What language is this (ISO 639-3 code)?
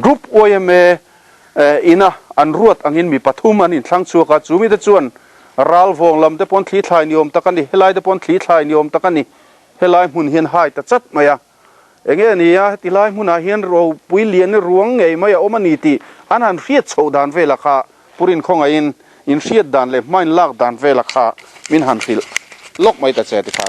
lus